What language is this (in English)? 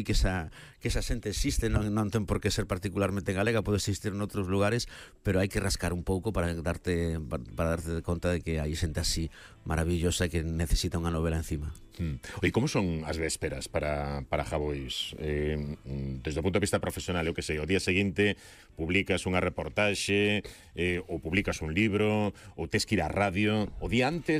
Galician